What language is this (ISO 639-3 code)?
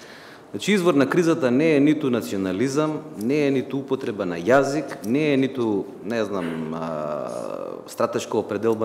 mkd